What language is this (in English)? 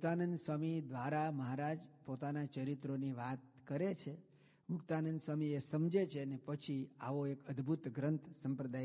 Gujarati